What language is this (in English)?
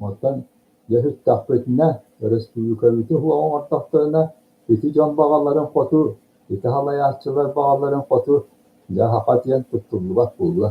Yakut